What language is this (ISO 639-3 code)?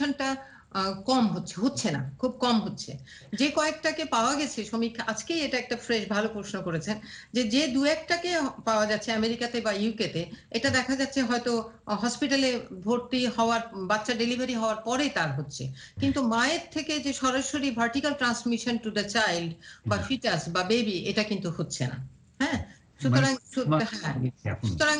ben